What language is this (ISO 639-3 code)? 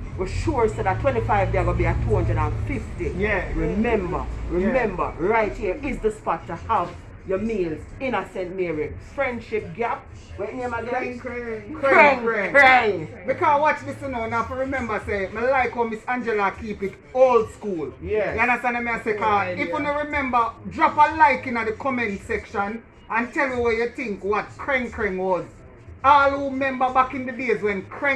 jam